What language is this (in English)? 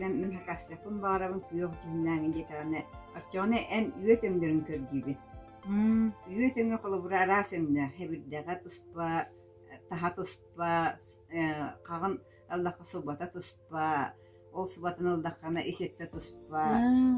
Yakut